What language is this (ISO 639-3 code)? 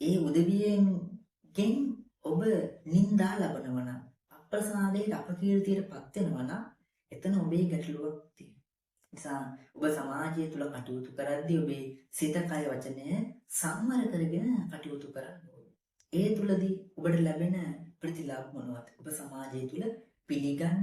sin